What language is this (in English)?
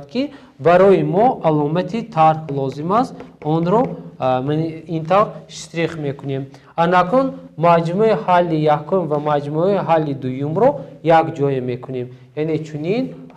Tajik